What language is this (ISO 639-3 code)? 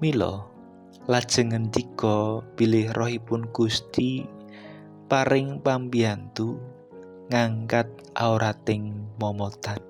jav